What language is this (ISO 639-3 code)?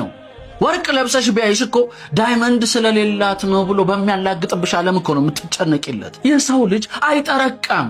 amh